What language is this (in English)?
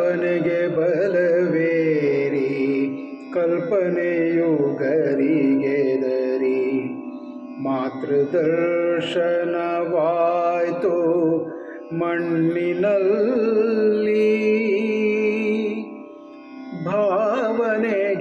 Kannada